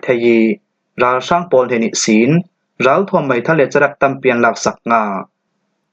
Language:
Falam Chin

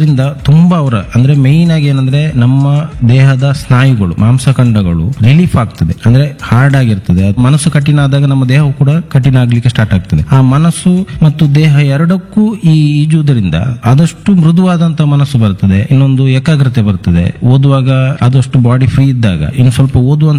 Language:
Kannada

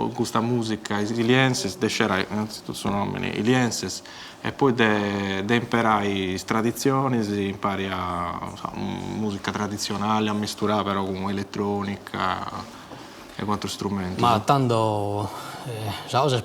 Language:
Sardinian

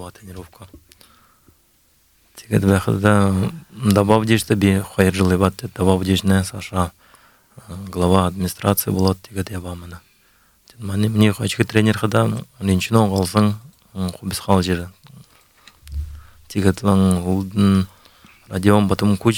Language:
Buriat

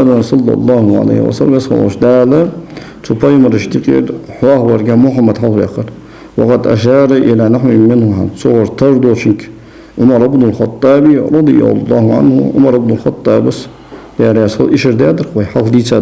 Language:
Ingush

